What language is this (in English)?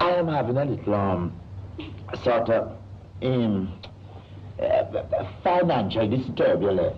Jamaican Creole English